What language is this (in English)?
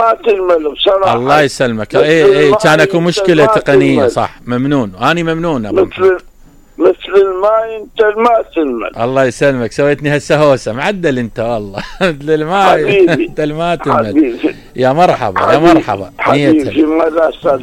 Mesopotamian Arabic